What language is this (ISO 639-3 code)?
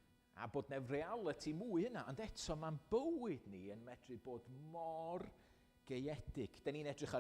cym